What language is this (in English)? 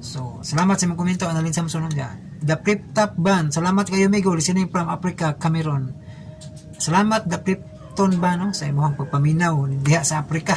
Cebuano